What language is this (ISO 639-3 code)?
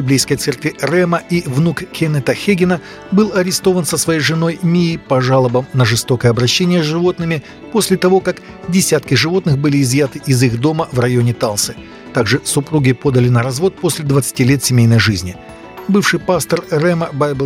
rus